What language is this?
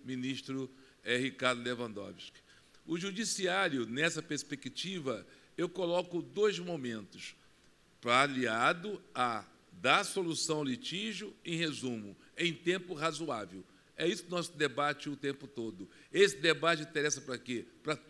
Portuguese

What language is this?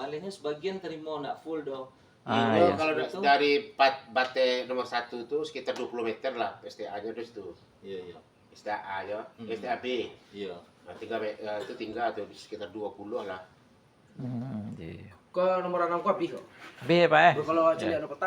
Minangkabau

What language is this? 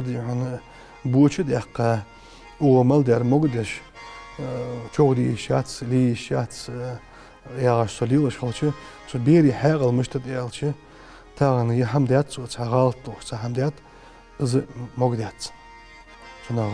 Ingush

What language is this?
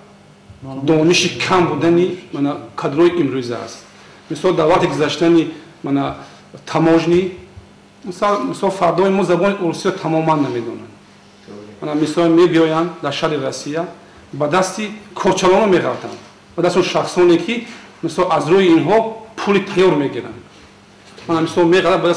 Tajik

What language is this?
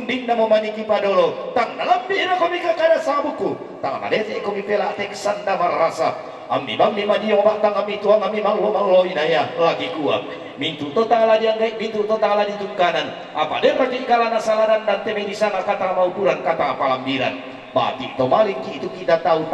Toraja-Sa'dan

